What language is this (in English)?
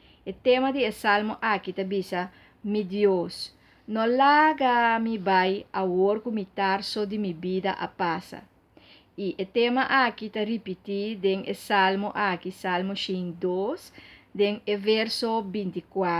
Papiamento